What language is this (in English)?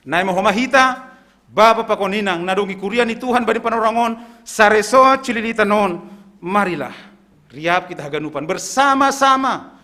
Batak Simalungun